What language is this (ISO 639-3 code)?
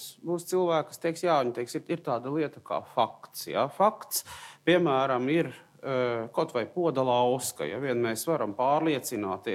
lav